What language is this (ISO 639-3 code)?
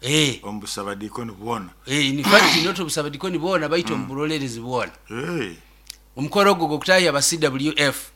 nyo